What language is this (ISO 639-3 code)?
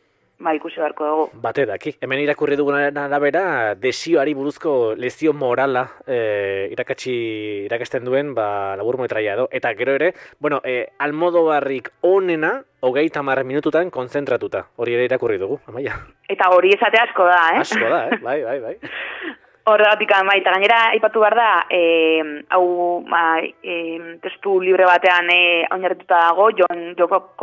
eus